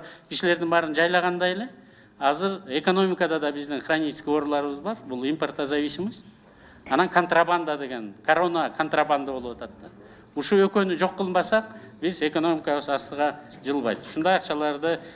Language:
Kyrgyz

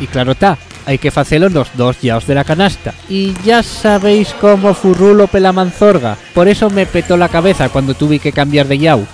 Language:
Asturian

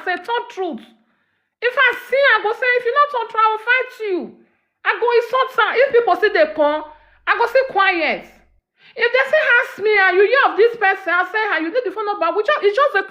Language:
Nigerian Pidgin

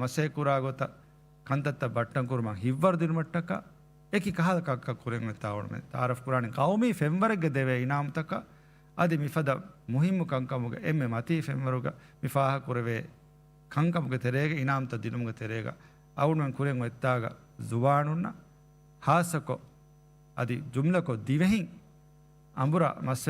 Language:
Divehi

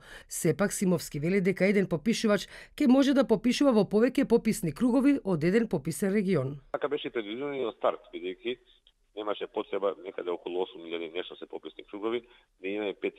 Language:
Macedonian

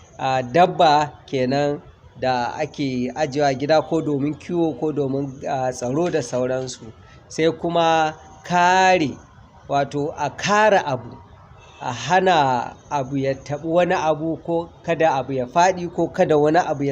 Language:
Hausa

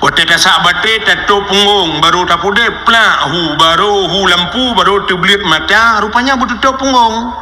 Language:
Achinese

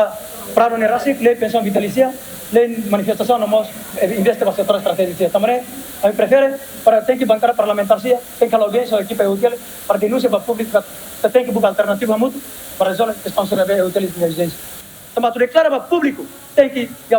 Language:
Tetum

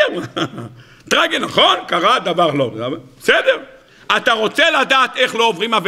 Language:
Hebrew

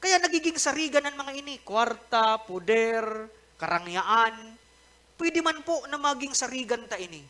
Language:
Bikol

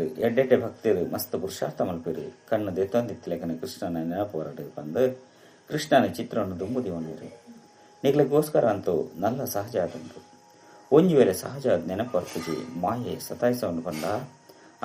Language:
Tulu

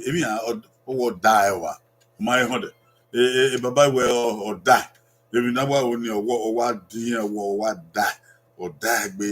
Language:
Bini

